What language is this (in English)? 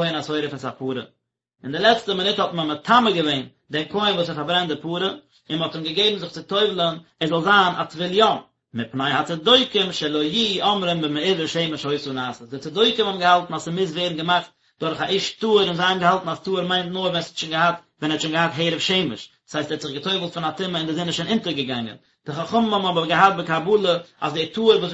Yiddish